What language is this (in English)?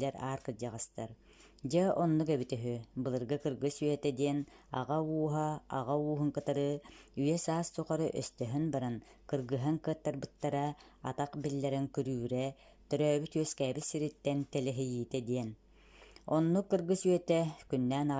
Yakut